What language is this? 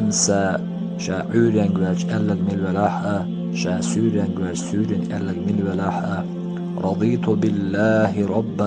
Chechen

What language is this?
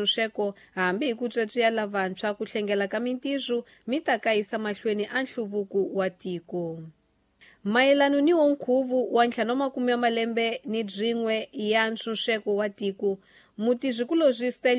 Tsonga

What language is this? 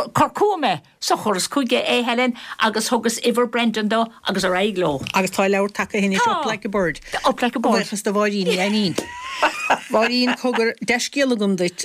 Irish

